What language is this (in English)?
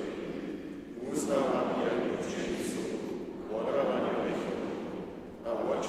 Upper Sorbian